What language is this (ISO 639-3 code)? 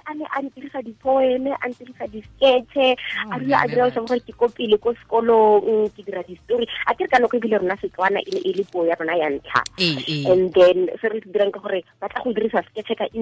tsn